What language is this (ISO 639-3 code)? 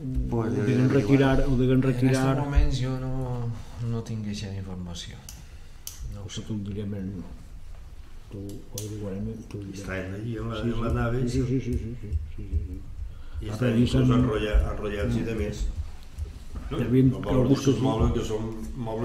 cat